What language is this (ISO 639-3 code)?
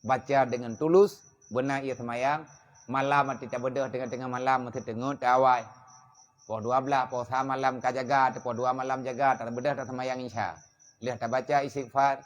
ace